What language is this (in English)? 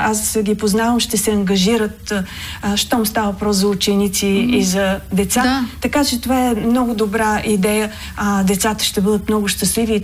Bulgarian